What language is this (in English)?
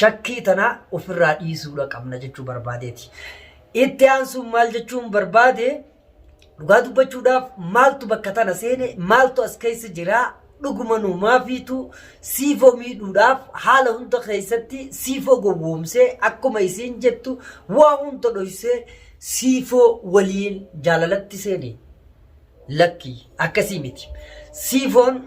Oromo